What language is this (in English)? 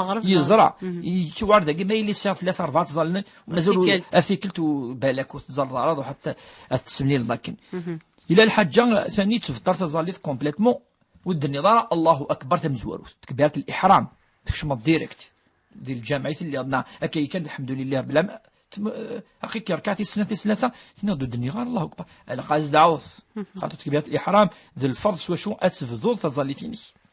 Kabyle